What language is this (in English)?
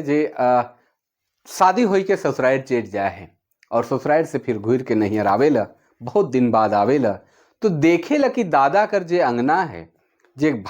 Sadri